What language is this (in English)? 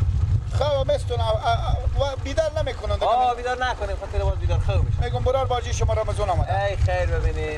Persian